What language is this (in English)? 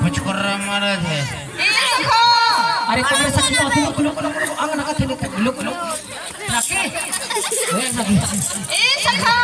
Chhattisgarhi